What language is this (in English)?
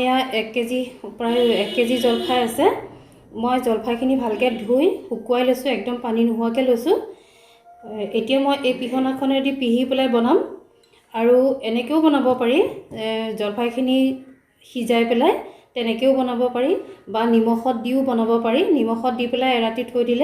Assamese